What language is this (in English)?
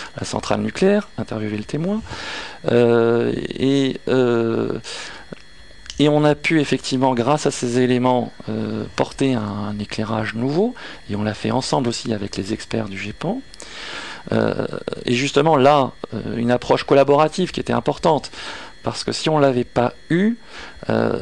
French